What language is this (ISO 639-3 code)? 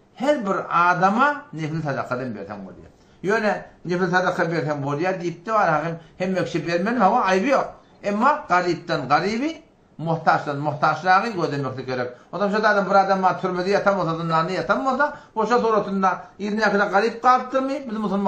tuk